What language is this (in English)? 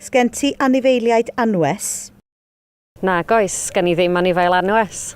Welsh